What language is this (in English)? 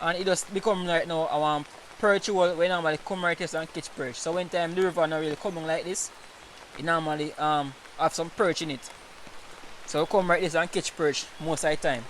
Jamaican Creole English